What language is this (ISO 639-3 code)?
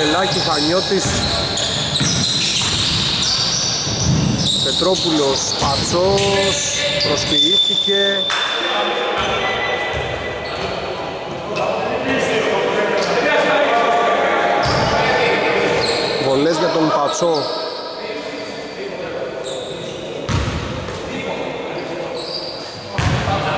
ell